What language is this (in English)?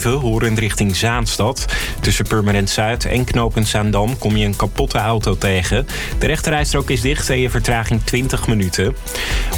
Dutch